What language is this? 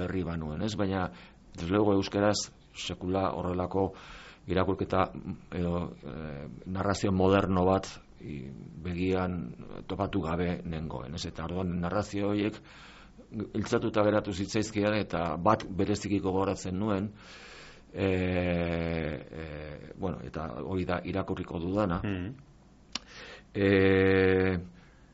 Basque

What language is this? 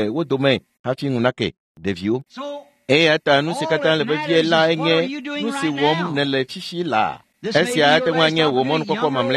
Ewe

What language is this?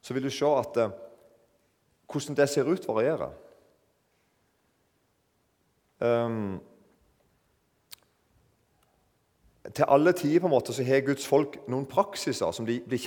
Norwegian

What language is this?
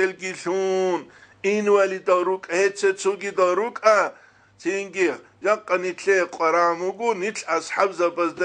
Avaric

